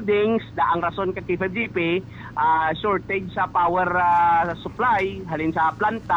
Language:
Hiligaynon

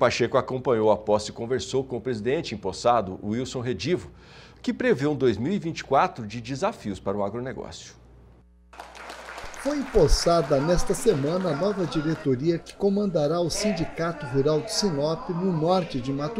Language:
Portuguese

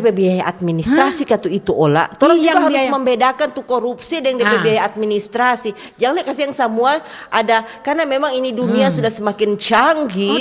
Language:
Manado Malay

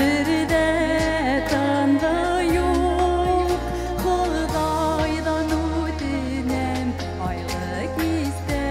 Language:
Bashkir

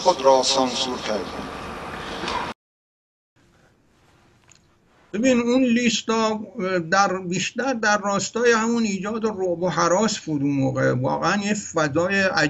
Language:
Persian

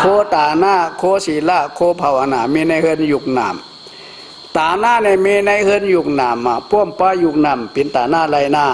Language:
Shan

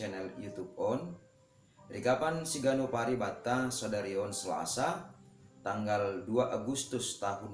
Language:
Batak Simalungun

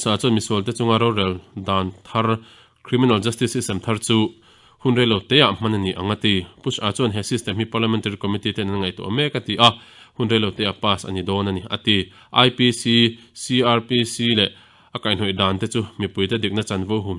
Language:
Mizo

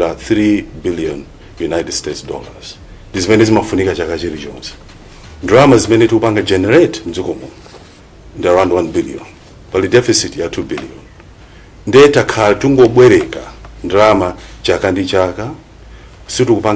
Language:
Nyanja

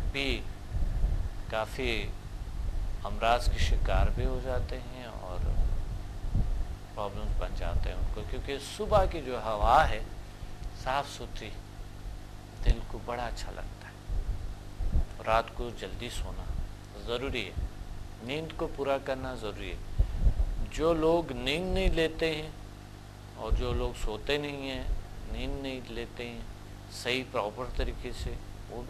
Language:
Urdu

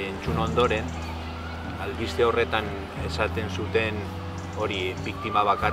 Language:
Basque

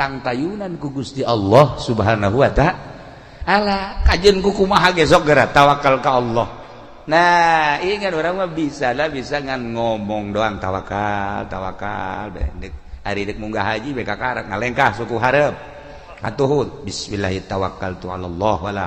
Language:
Sundanese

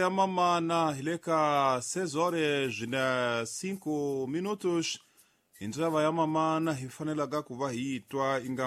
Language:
Tsonga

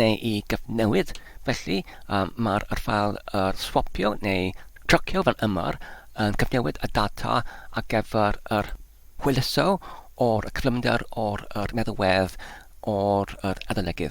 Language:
Welsh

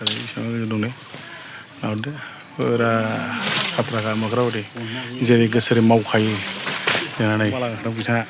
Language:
Bodo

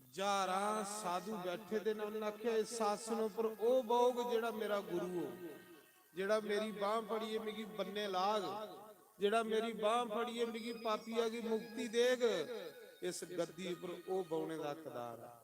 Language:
Dogri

